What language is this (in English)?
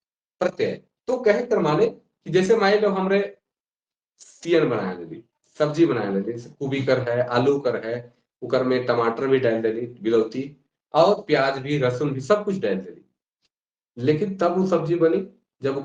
Sadri